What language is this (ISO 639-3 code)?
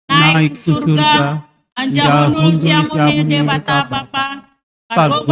bts